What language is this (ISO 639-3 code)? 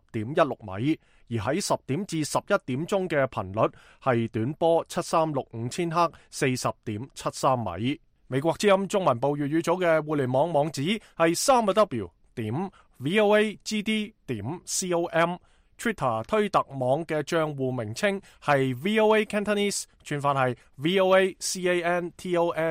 yue